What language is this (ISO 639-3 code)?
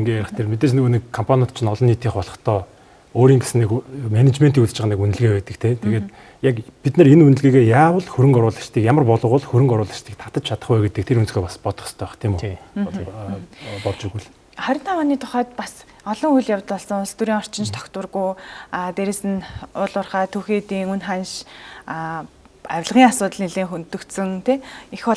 mon